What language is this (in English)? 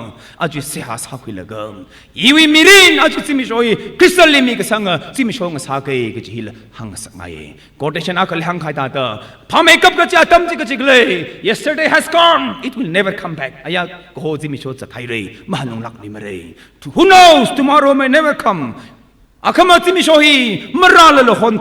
Tangkhul Naga (India)